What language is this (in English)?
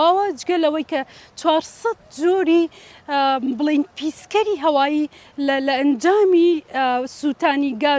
Central Kurdish